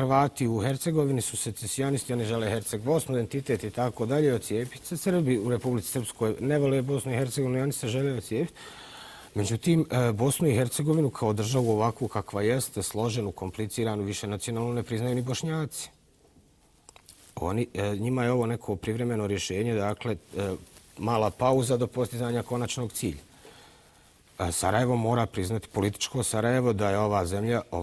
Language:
Bosnian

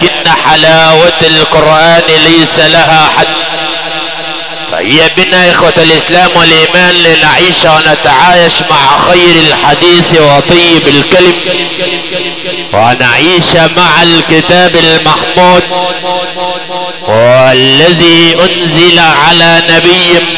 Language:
Arabic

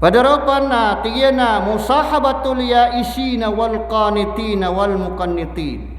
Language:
Maranao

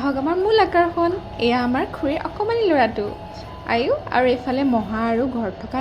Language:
Assamese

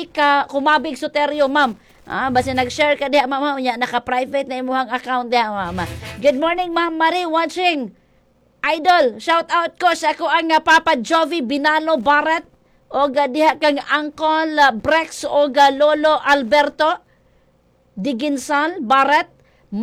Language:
Cebuano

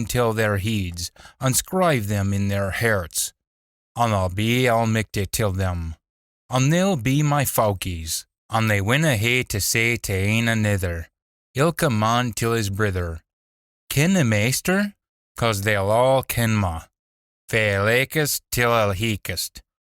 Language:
Scots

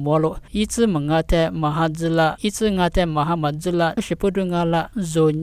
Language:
Lisu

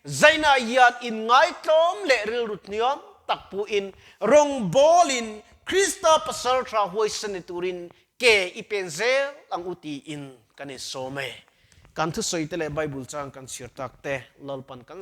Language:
Mizo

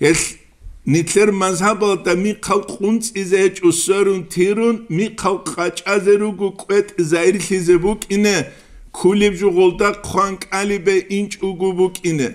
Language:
Avaric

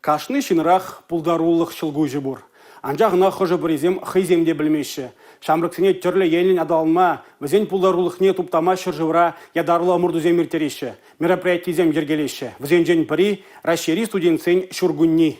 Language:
Chuvash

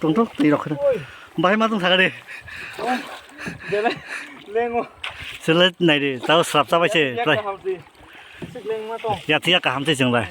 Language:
Kok Borok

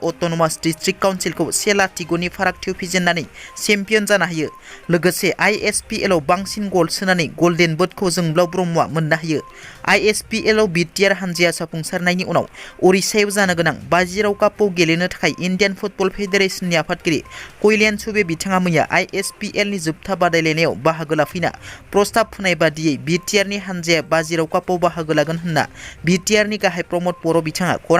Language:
Bodo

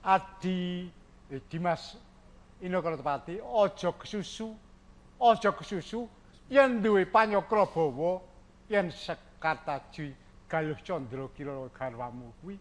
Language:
Javanese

